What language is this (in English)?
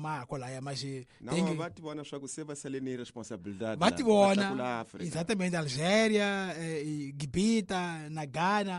Tsonga